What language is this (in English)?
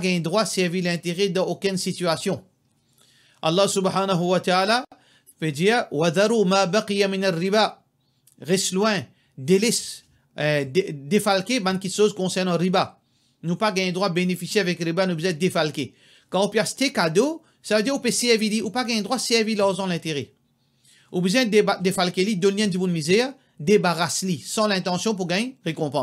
Morisyen